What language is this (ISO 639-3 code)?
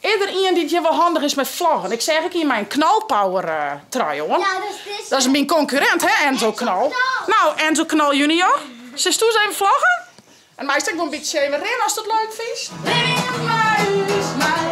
fry